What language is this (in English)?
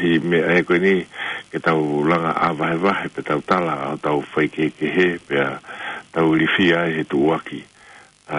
Tongan